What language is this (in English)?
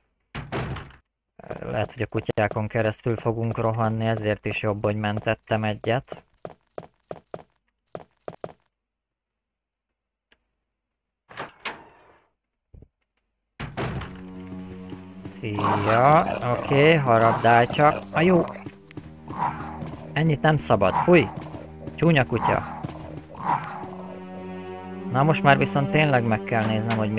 Hungarian